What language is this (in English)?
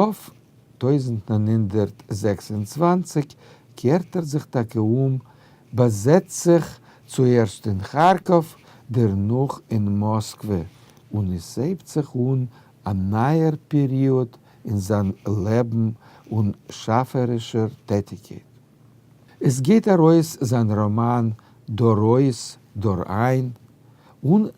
Yiddish